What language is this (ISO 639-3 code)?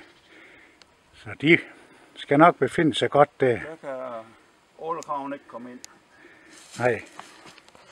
dan